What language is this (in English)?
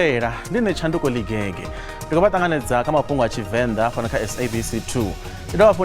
Venda